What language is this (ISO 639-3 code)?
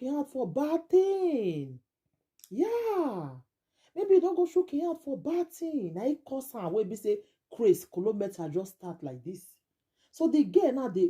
pcm